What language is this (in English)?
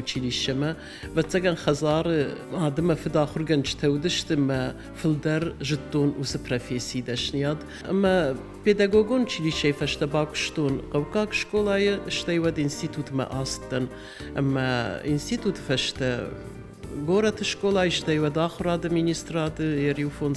Ossetic